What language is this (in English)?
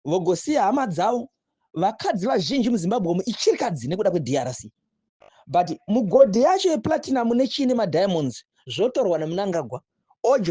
Shona